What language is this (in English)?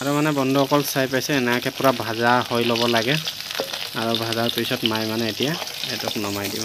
Assamese